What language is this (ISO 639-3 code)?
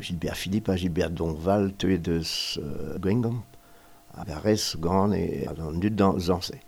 bre